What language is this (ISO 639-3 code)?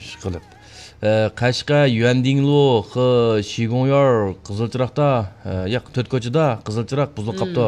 uig